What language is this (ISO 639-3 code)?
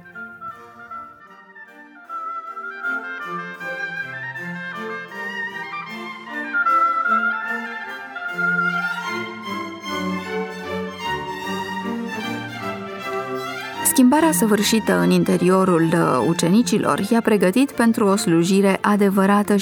ron